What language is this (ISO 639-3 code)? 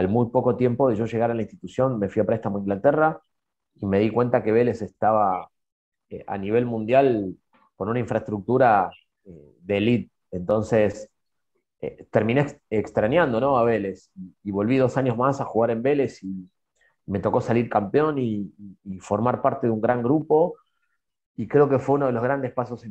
spa